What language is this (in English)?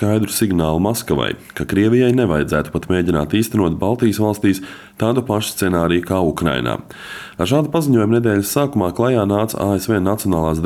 Latvian